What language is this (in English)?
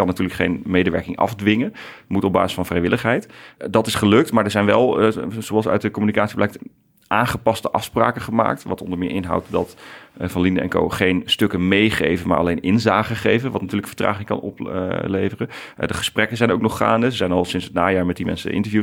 Dutch